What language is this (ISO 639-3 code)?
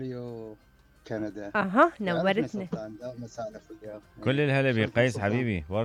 acm